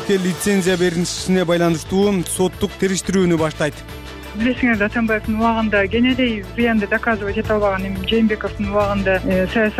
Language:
Kyrgyz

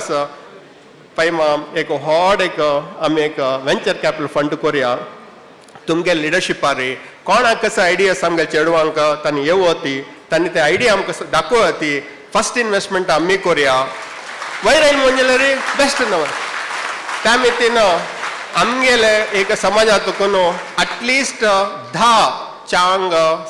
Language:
Konkani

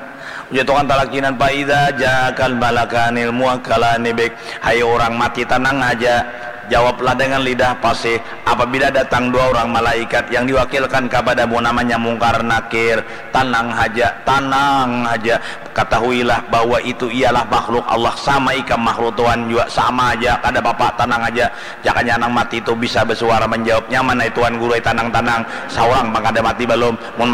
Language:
Banjar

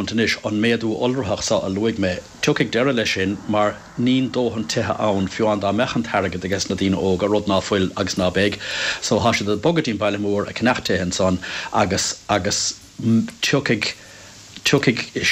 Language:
Irish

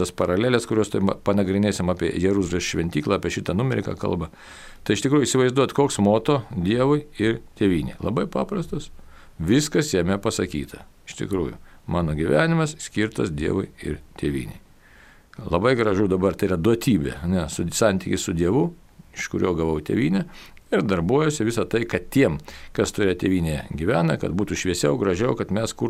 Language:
Lithuanian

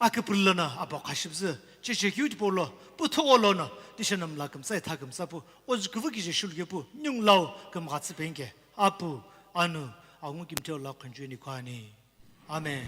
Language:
Sumi Naga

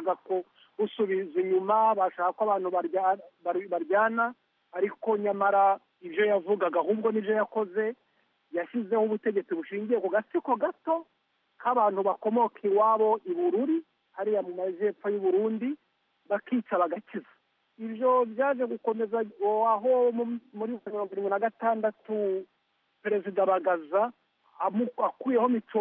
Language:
Kinyarwanda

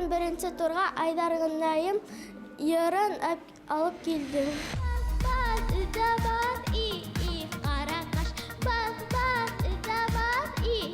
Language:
Bashkir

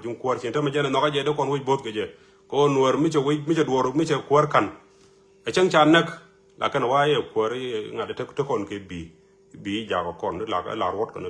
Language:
Nuer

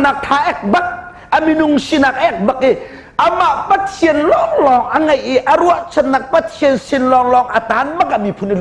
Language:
Hakha Chin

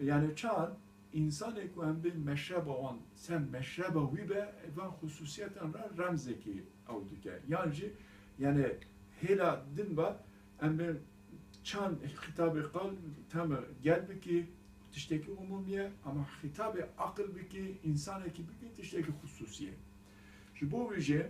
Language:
Kurdish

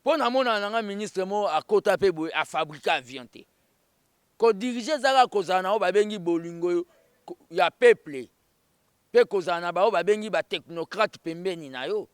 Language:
Lingala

